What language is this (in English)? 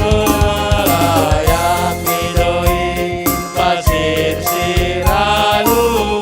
Batak Simalungun